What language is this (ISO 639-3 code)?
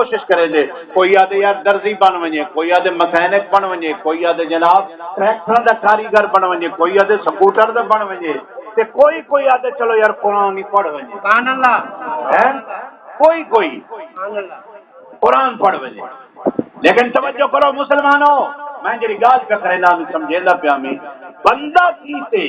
skr